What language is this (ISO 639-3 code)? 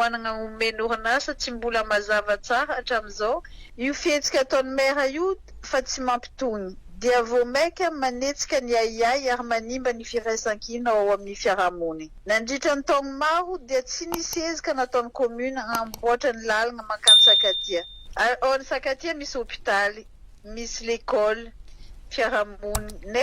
mlg